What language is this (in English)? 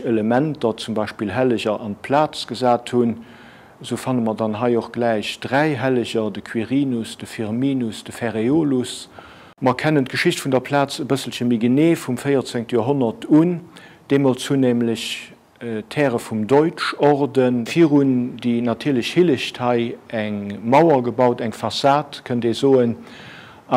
Luxembourgish